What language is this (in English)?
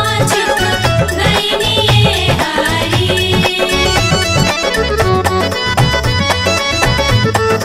Bhojpuri